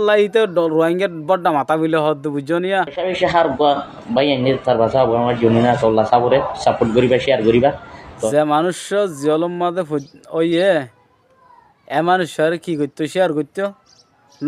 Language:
Rohingya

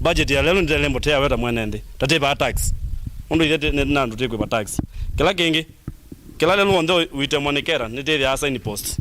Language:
Kamba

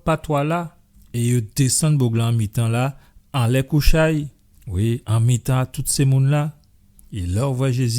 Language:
Guadeloupean Creole French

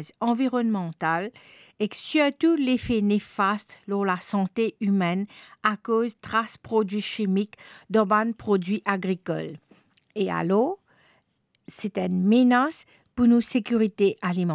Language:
Morisyen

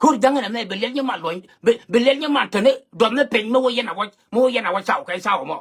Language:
Nuer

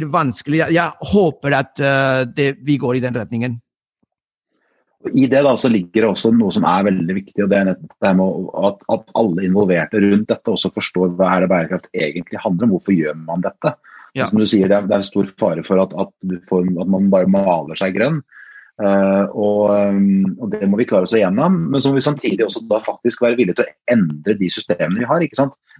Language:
Norwegian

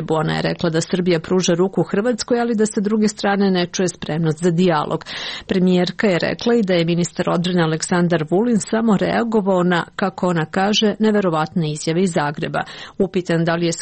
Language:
Serbian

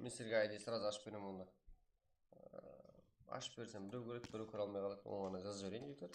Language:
Kara-Kalpak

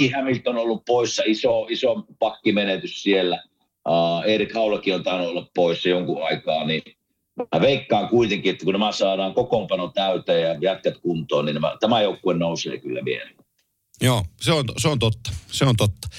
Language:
Finnish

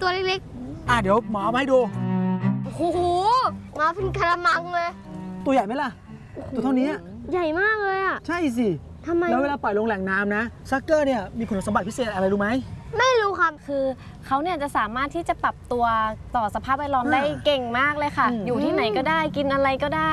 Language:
Thai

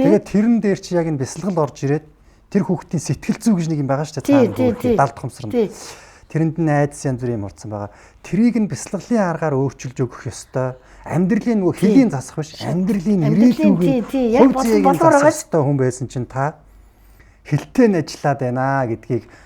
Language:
Mongolian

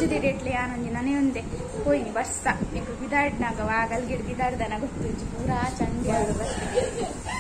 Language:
Tulu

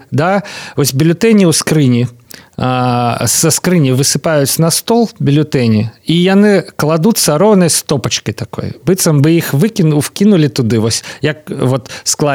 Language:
Belarusian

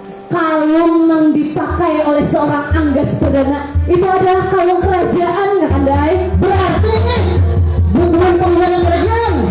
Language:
Banjar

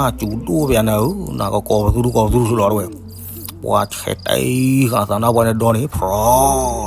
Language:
S'gaw Karen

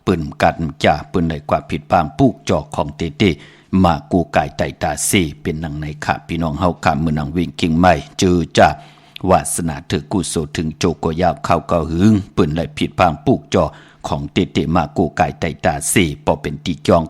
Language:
Shan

